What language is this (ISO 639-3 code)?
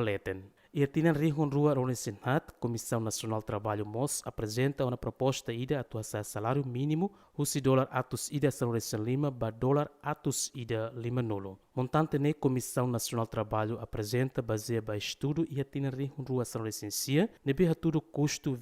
tet